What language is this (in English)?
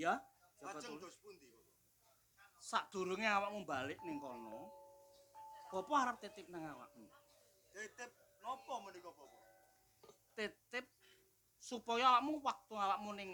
Javanese